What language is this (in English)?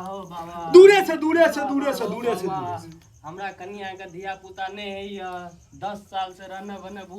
Maithili